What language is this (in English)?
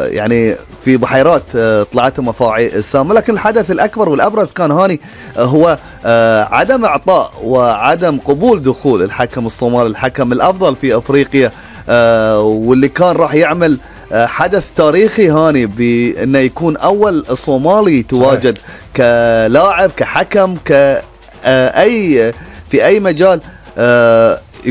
Gulf Arabic